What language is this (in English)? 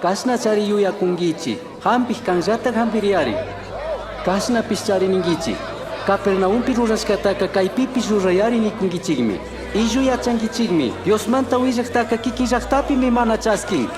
Chimborazo Highland Quichua